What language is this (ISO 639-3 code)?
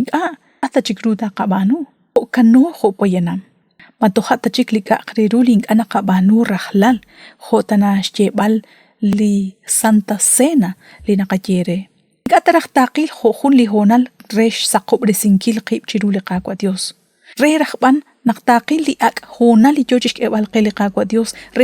kek